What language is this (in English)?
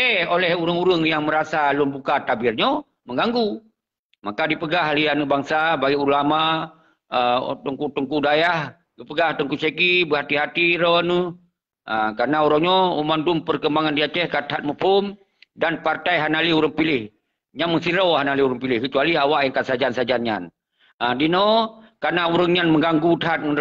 Achinese